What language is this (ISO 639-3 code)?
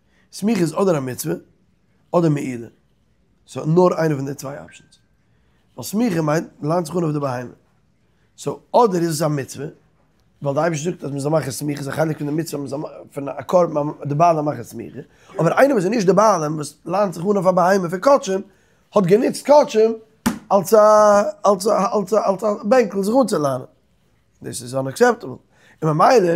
yid